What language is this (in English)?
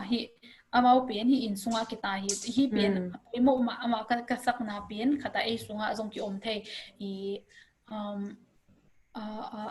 Tedim Chin